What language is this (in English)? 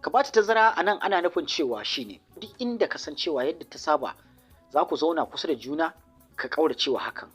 Hausa